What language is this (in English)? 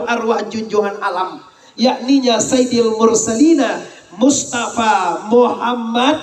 Minangkabau